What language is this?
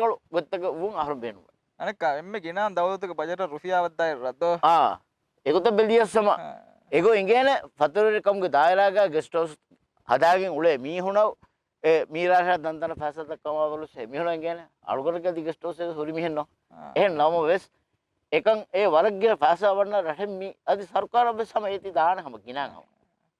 Divehi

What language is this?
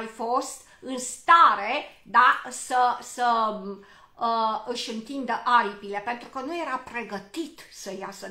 Romanian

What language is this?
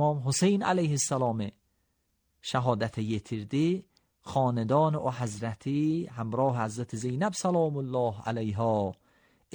Azerbaijani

